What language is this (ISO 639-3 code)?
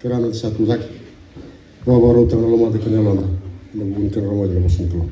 fij